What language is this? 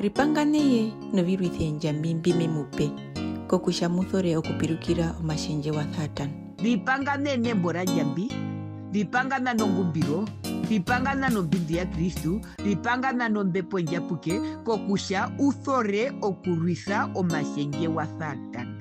Herero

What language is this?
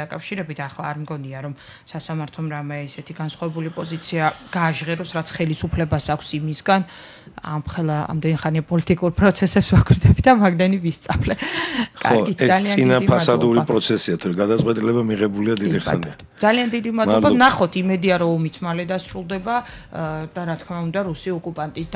Georgian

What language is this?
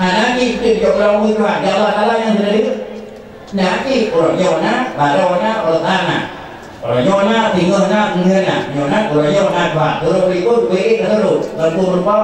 Achinese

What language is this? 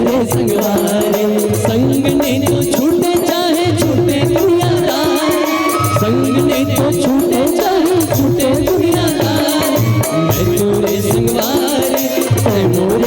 Chhattisgarhi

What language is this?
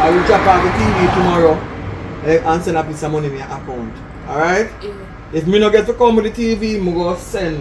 Jamaican Creole English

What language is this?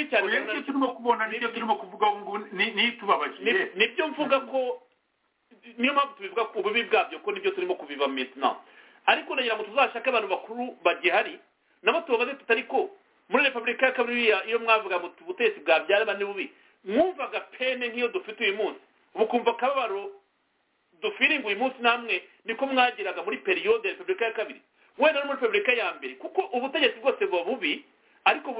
Kinyarwanda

